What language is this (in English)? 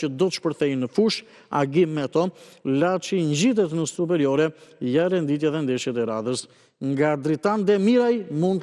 Albanian